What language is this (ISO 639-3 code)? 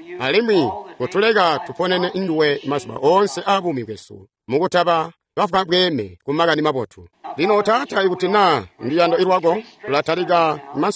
toi